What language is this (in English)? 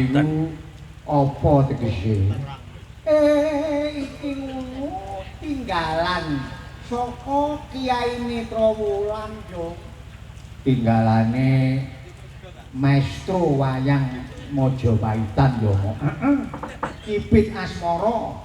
Javanese